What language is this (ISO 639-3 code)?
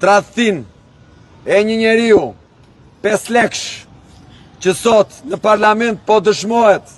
sqi